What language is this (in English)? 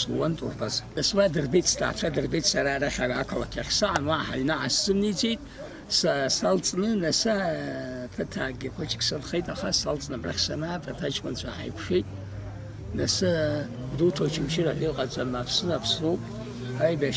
Abkhazian